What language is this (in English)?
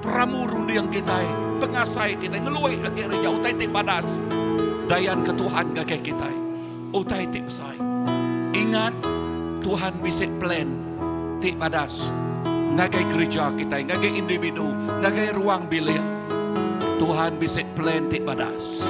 Iban